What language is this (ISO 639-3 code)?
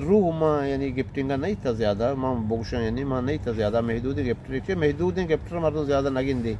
bgp